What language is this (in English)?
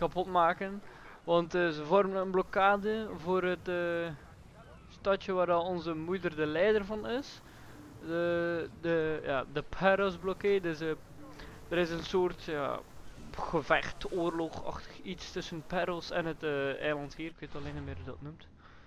Dutch